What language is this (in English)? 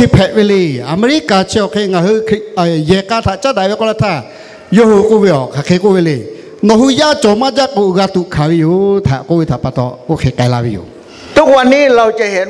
Lahu